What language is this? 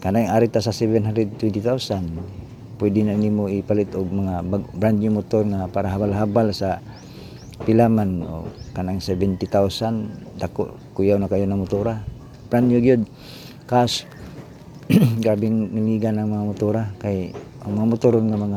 Cebuano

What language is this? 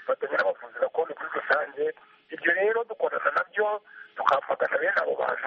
Kinyarwanda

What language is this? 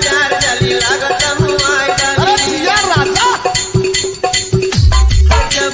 Bhojpuri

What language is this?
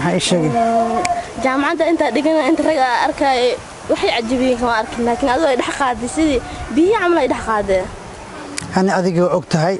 Somali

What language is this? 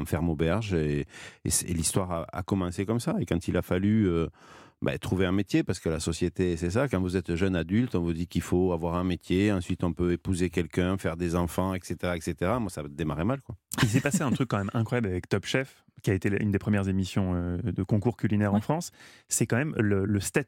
French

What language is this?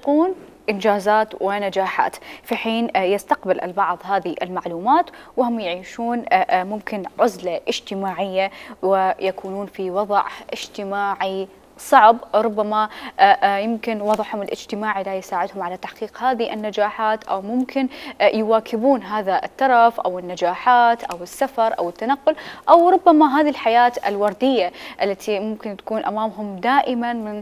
Mesopotamian Arabic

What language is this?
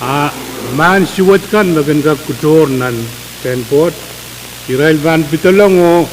Pohnpeian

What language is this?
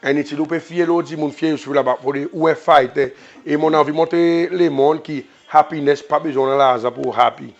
Seselwa Creole French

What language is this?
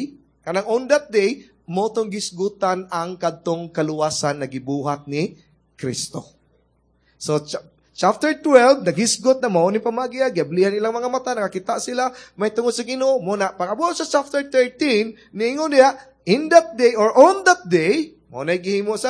Cebuano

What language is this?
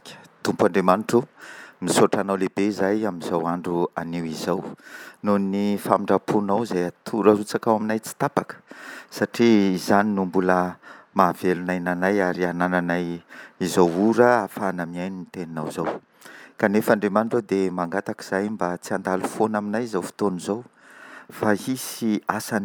Malagasy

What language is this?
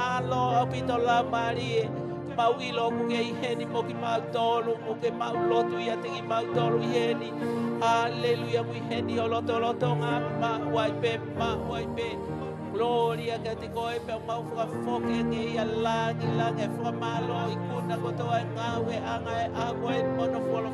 Tongan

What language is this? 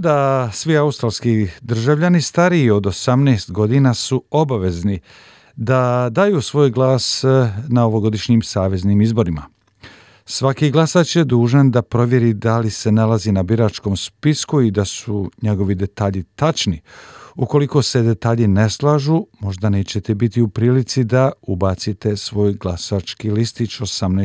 Croatian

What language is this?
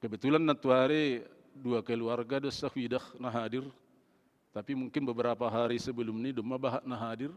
Batak Simalungun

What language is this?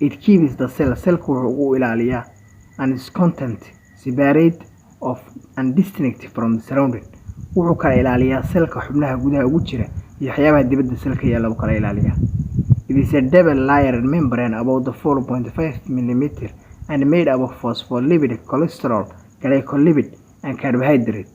Somali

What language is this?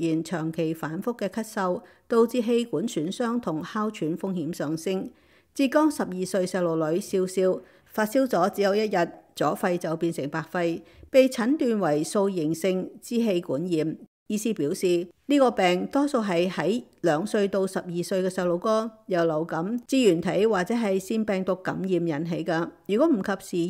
Cantonese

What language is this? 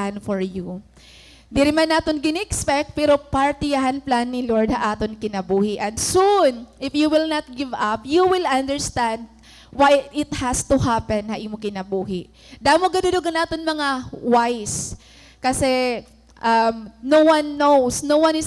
Waray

